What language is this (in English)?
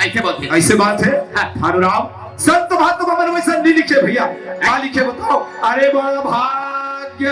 Chhattisgarhi